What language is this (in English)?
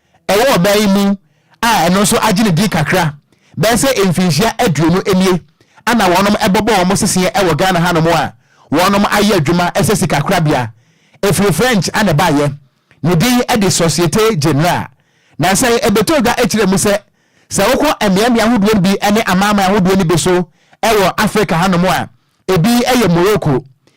Akan